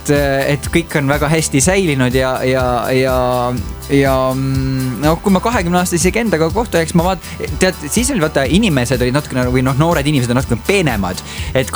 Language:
Estonian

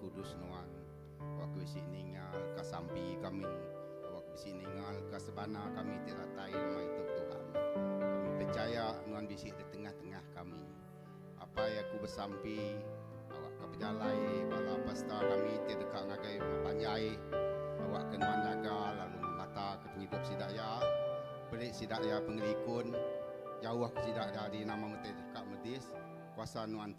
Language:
Iban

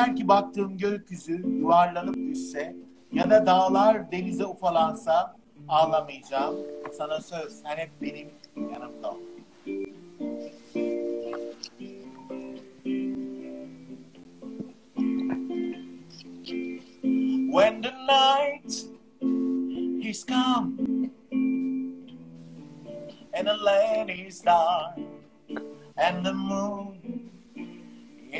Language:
Turkish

